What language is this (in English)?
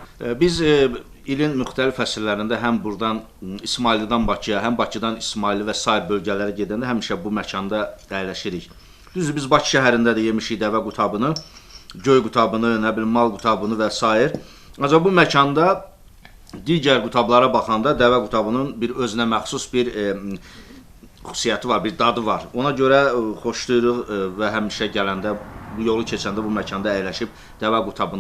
Azerbaijani